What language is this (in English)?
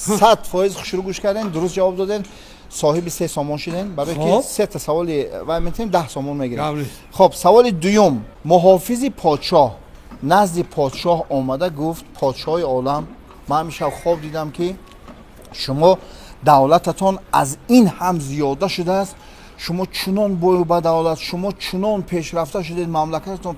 Tajik